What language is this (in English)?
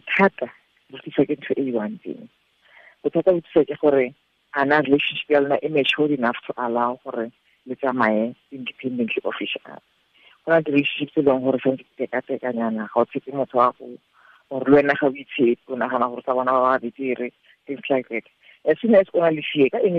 Tswana